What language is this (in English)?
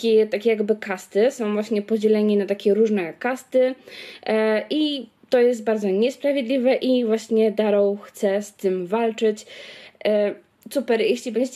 Polish